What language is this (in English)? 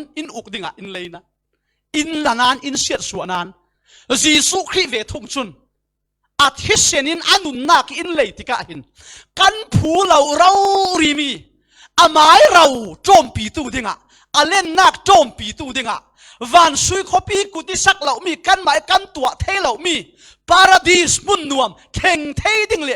Falam Chin